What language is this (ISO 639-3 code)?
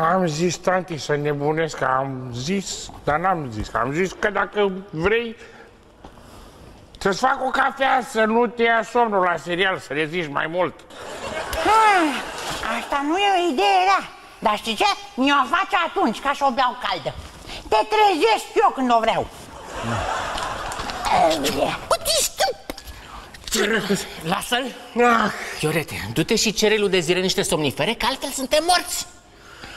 ron